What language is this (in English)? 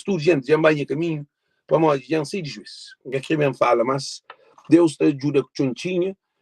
Kabuverdianu